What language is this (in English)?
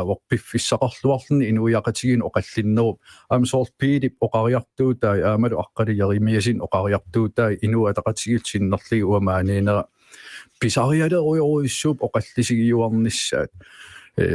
Kalaallisut